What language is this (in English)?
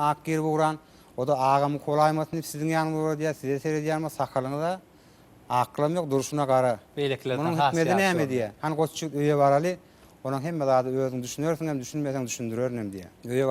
Turkmen